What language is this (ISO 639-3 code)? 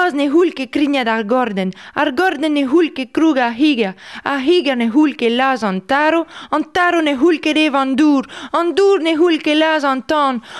bre